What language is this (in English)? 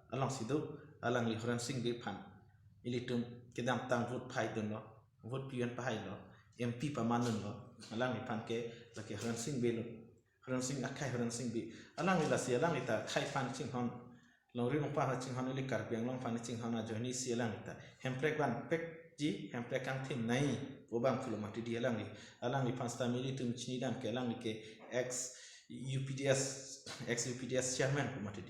Karbi